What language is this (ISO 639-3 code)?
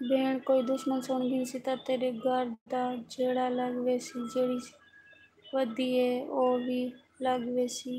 skr